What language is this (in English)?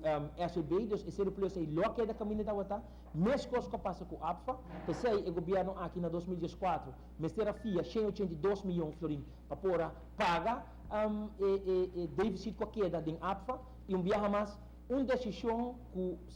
Papiamento